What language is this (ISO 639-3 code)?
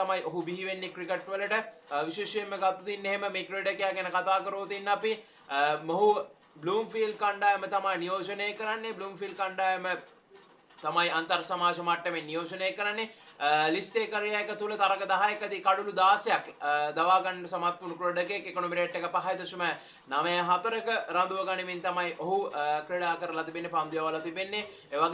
sin